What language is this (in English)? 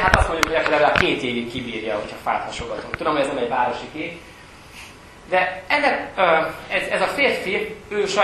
Hungarian